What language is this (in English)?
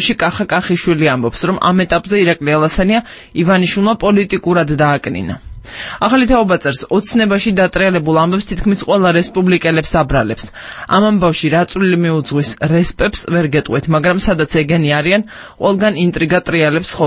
Georgian